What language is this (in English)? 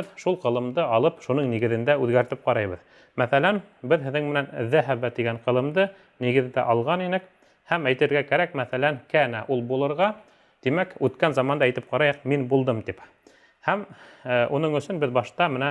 Bashkir